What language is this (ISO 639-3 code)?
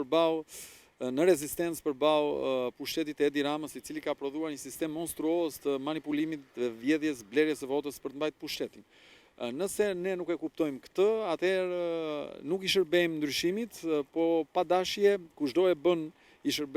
sqi